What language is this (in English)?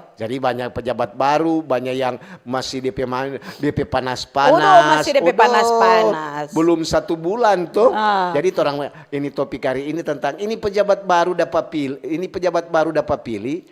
Manado Malay